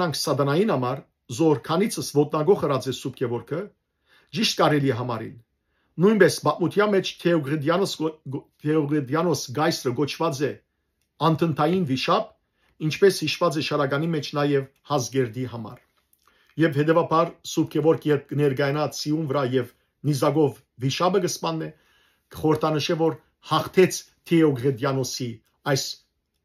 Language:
Western Armenian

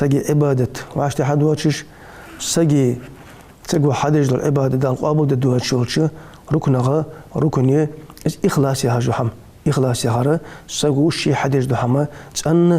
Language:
Ingush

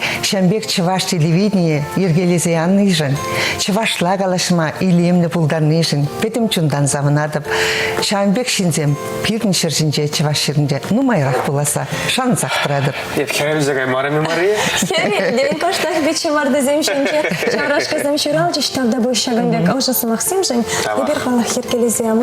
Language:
Chuvash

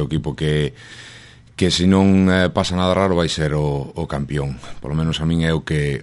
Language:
Galician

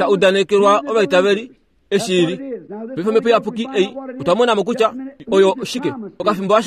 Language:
Kuanyama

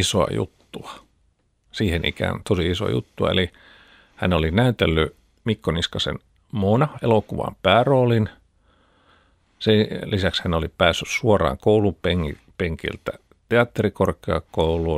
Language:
Finnish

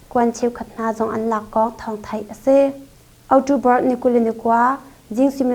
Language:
Hakha Chin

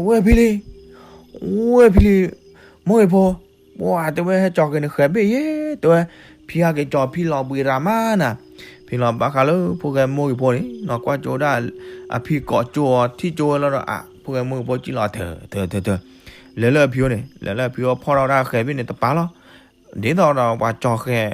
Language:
S'gaw Karen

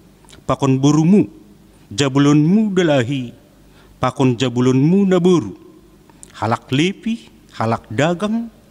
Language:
Batak Simalungun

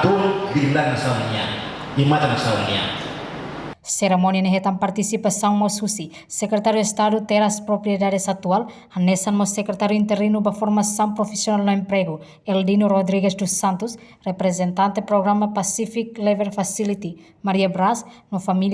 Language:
Tetum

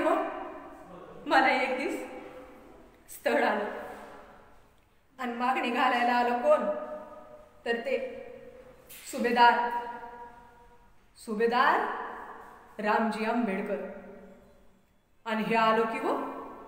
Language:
Marathi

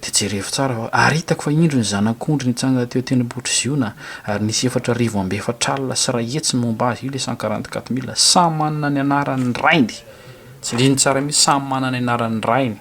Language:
Malagasy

